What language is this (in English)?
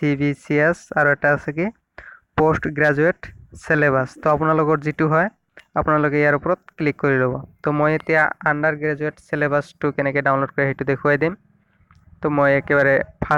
Assamese